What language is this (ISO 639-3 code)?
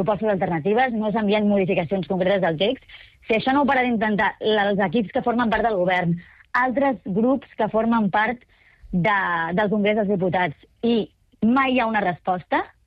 cat